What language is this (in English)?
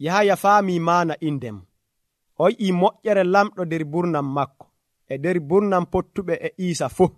Nigerian Fulfulde